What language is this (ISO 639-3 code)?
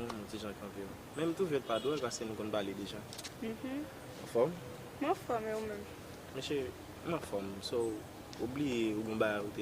hat